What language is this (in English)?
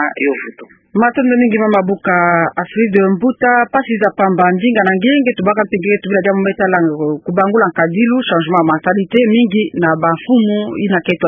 Kituba (Democratic Republic of Congo)